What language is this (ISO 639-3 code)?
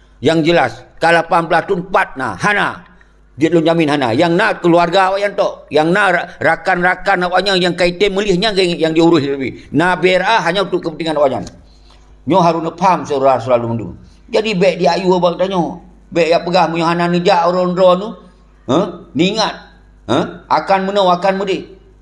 ace